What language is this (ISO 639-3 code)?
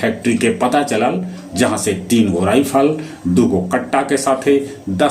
mag